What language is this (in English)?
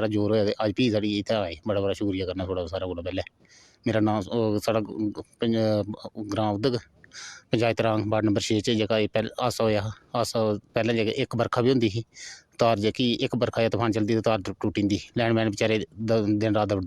Dogri